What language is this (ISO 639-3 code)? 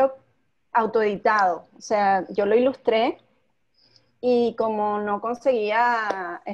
spa